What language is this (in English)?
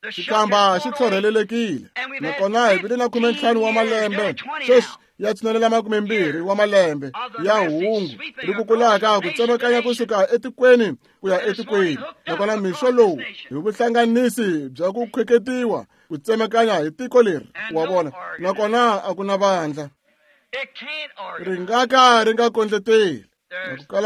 Tsonga